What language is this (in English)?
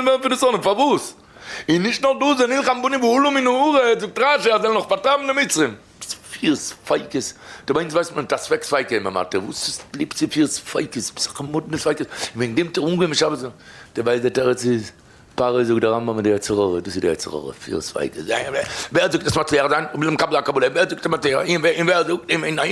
Yiddish